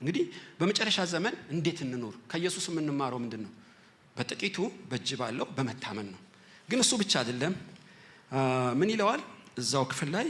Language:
Amharic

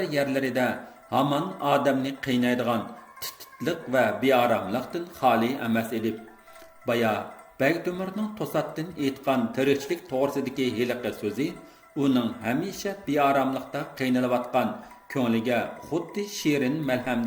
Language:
Uyghur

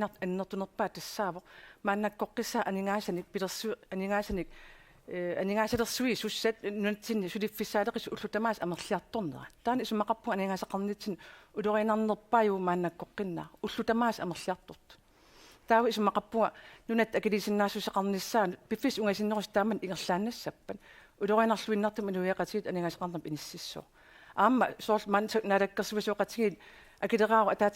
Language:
Kalaallisut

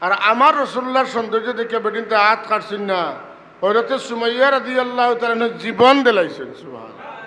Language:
Sylheti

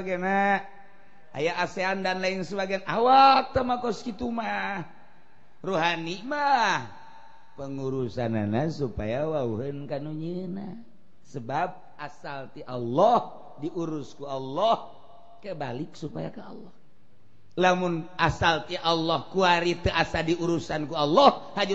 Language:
Sundanese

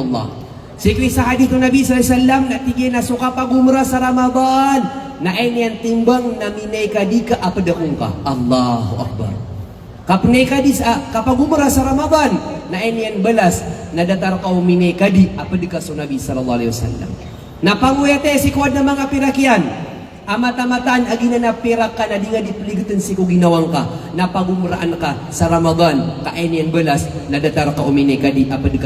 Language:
Maranao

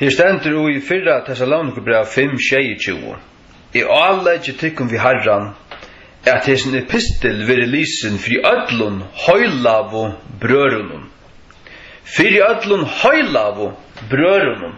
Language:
Faroese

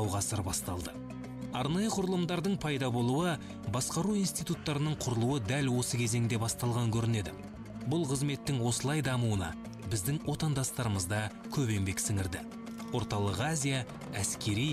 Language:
Kazakh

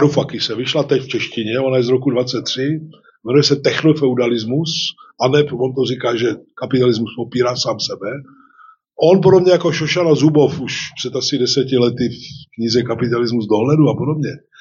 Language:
Czech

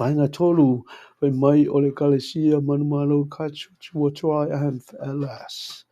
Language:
Samoan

